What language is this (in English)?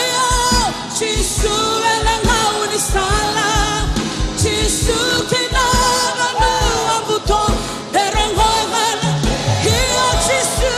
Fijian